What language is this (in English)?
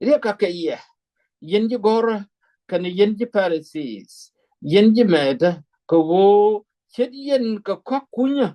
Nuer